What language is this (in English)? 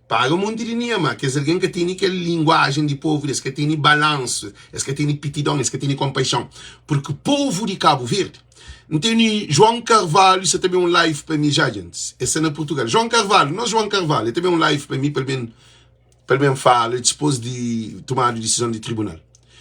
Kabuverdianu